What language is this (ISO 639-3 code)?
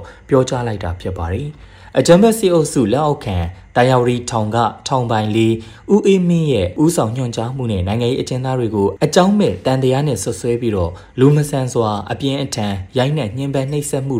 mya